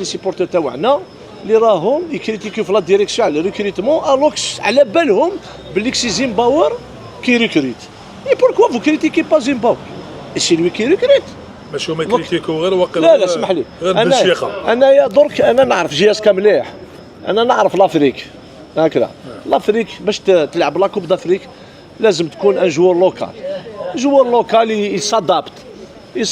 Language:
Algerian Arabic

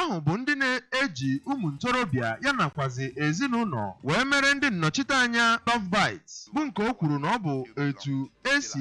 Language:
Igbo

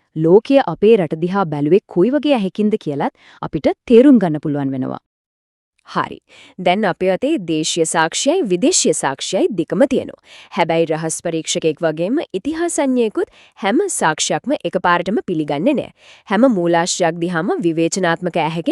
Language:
Sinhala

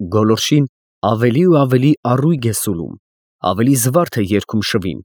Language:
Armenian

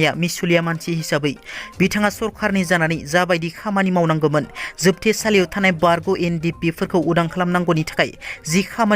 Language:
Bodo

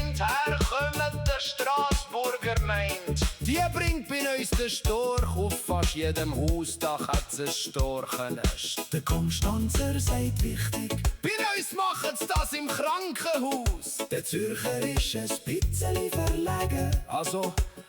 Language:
Swiss German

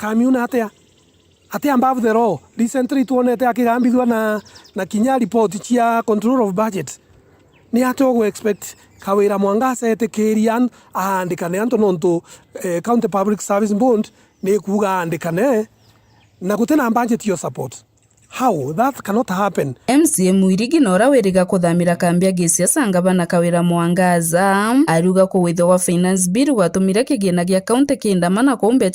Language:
Meru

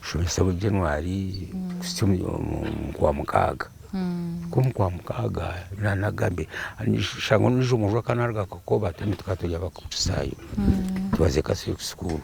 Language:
Nyankole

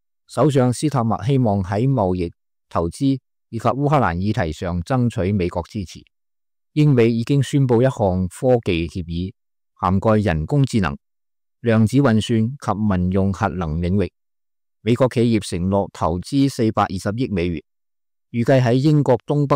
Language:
Cantonese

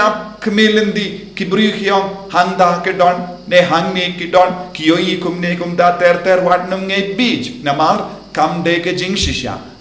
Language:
Khasi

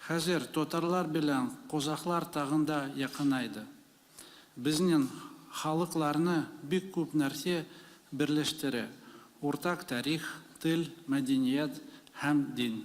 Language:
Tatar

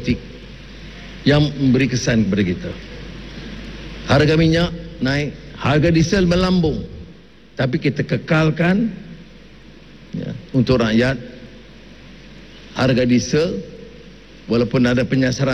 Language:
Malay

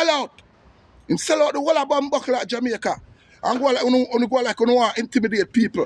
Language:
Jamaican Creole English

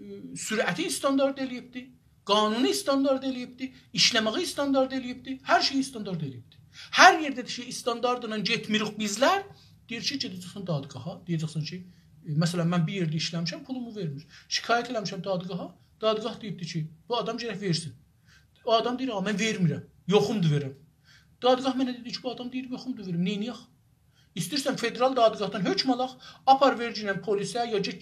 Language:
South Azerbaijani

